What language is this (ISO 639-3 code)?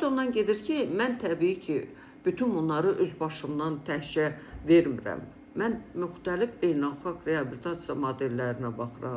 aze